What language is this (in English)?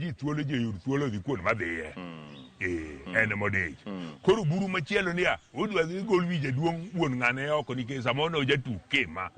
Luo (Kenya and Tanzania)